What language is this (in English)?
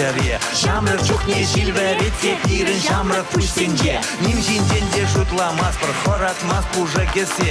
Chuvash